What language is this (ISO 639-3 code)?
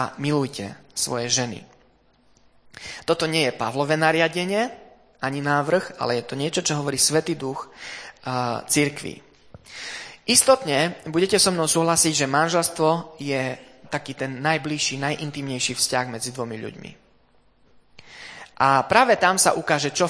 slk